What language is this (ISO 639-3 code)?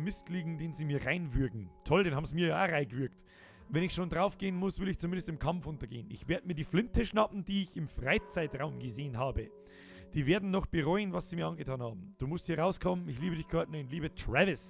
bar